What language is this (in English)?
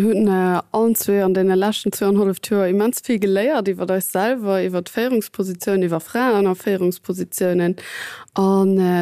Luxembourgish